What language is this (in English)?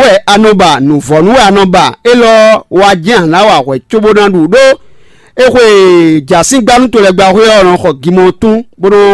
Fon